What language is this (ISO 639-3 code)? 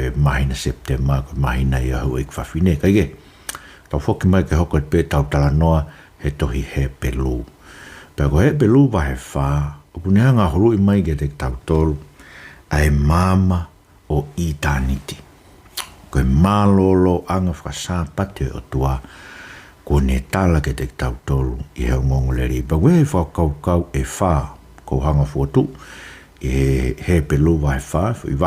ton